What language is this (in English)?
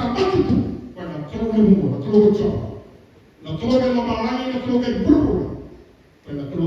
Fijian